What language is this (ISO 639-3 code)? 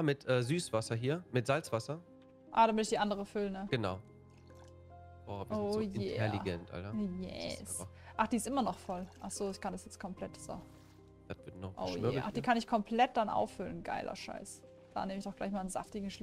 deu